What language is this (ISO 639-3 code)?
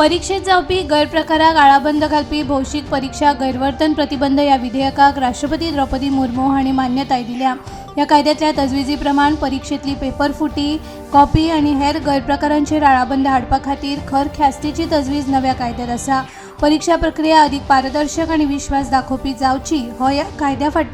kok